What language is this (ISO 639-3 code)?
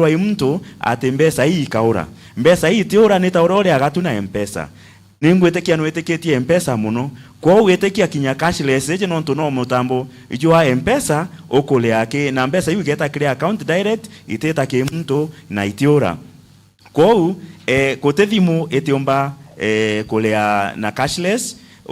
mer